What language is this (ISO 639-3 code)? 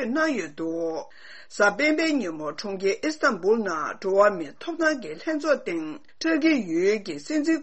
bod